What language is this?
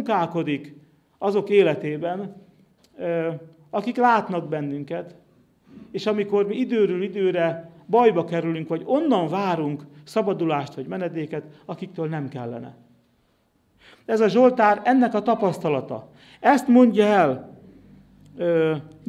Hungarian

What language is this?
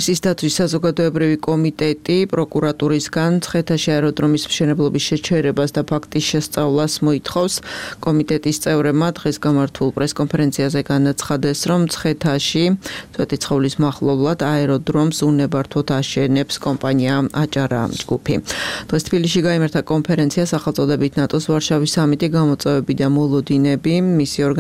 Georgian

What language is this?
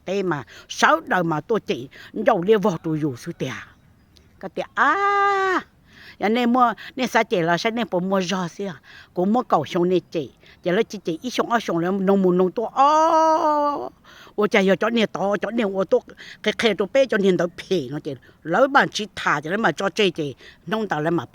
Hmong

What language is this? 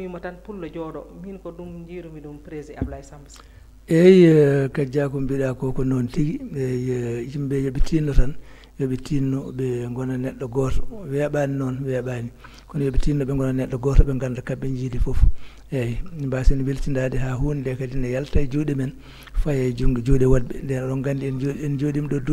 Fula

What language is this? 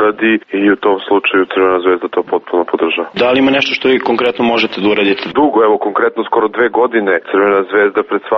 Serbian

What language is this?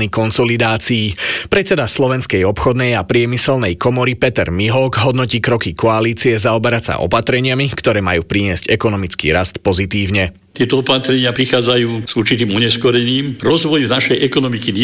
Slovak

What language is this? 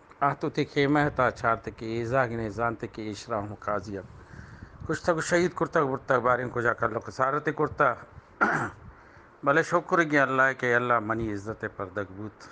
Eastern Balochi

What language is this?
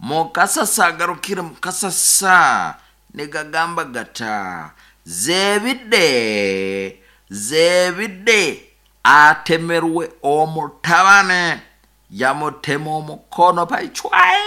Nyoro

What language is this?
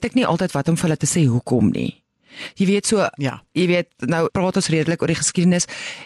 Afrikaans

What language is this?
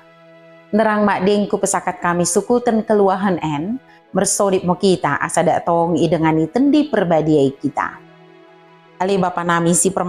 Batak Dairi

